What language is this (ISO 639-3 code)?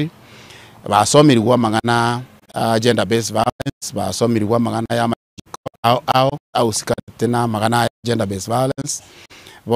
guz